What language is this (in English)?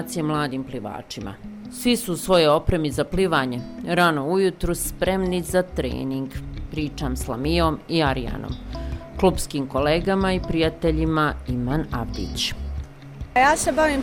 Bosnian